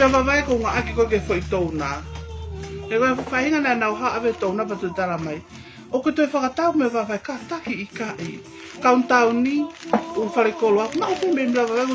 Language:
Tongan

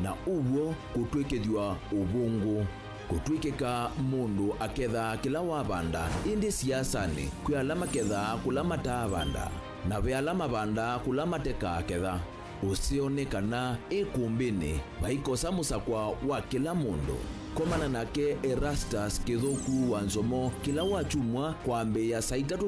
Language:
Kamba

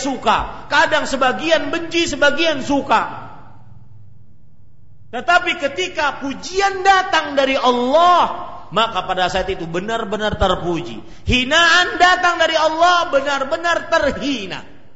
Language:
Indonesian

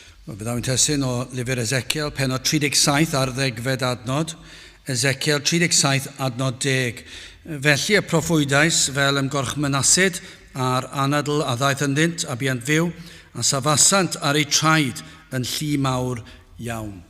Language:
Welsh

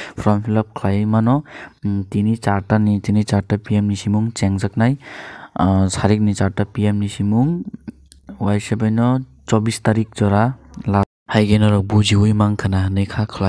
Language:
Kok Borok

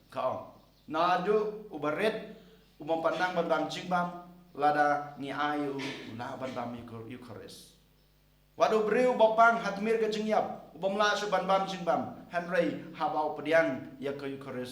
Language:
Khasi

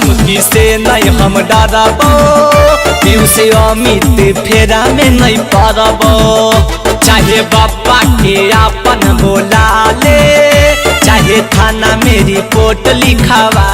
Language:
Magahi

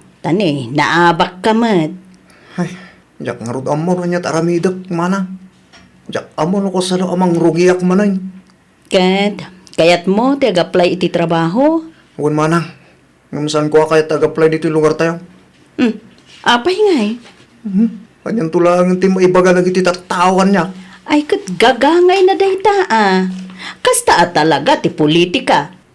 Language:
Iloko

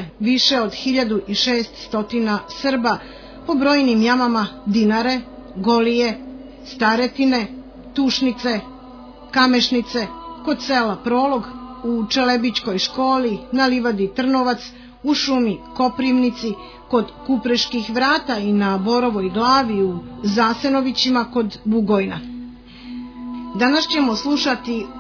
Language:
Serbian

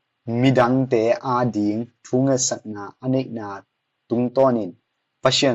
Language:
Tedim Chin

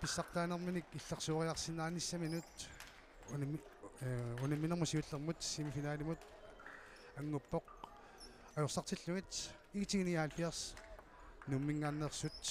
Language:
Kalaallisut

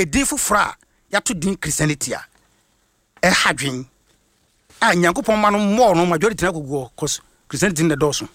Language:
Akan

